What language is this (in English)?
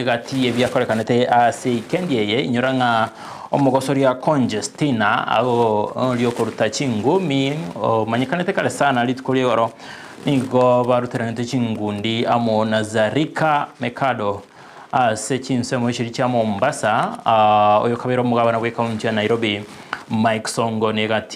Gusii